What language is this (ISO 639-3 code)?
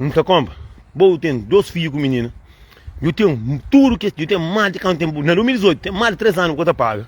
kea